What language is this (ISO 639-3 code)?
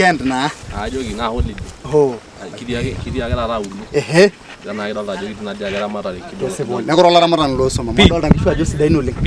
mas